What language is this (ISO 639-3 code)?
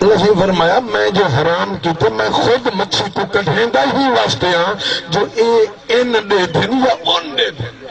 skr